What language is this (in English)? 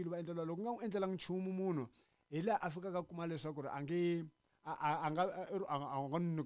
Tsonga